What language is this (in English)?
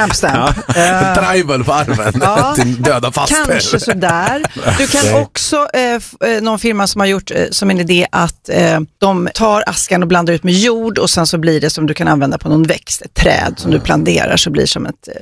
Swedish